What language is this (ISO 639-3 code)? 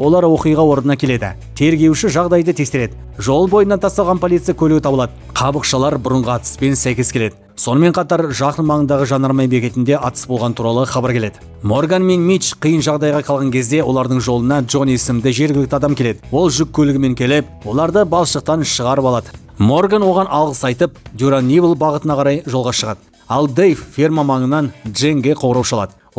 kaz